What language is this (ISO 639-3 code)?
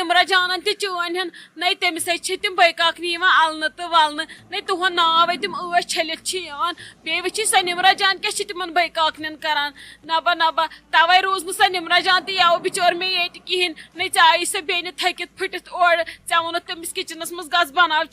kas